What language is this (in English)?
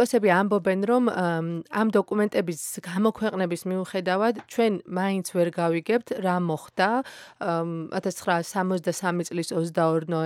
Georgian